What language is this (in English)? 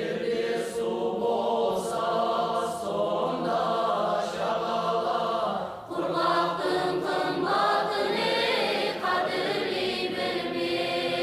Kara-Kalpak